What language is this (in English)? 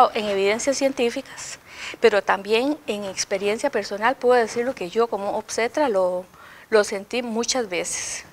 Spanish